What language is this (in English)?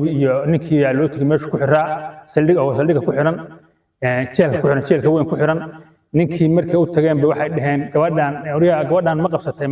Somali